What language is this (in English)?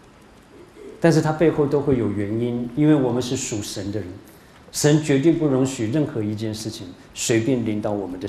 Chinese